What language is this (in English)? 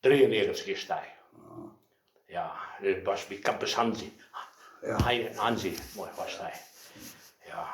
Westphalien